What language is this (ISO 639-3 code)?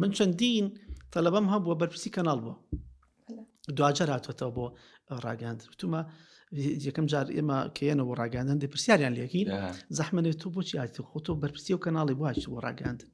ckb